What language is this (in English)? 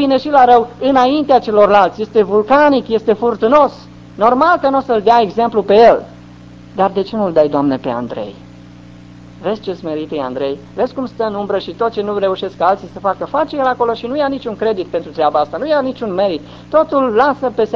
Romanian